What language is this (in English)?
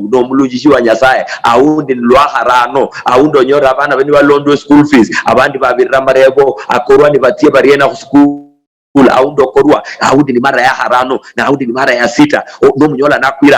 Luyia